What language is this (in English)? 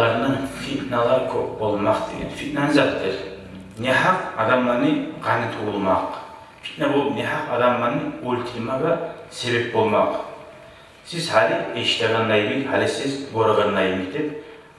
Kumyk